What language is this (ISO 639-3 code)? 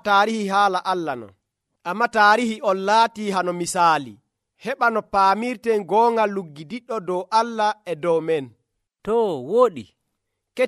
fuv